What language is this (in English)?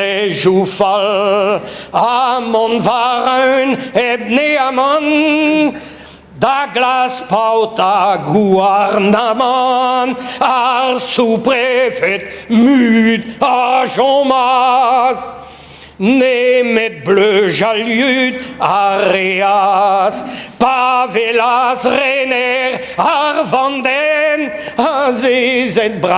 Breton